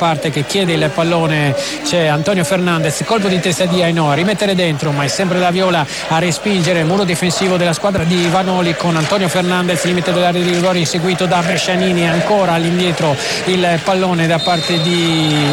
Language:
Italian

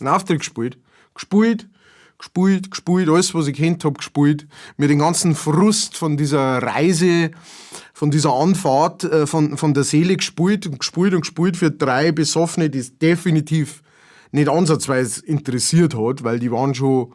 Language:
Bavarian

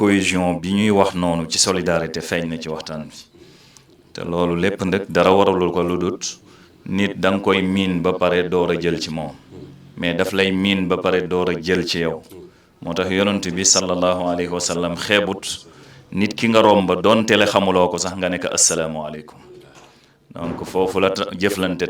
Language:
Wolof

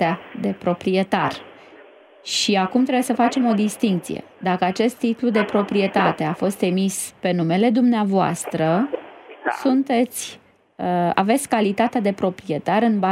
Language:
Romanian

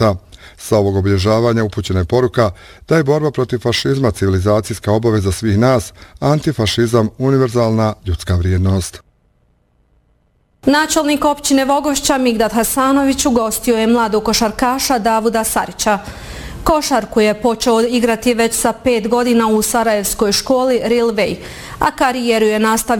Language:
Bosnian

